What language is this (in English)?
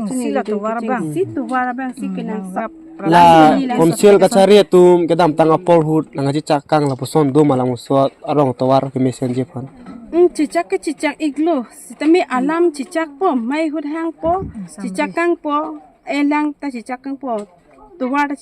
Karbi